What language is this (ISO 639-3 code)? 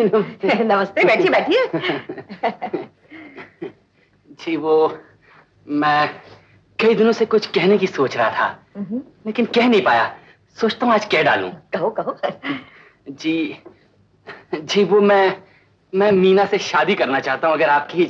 hin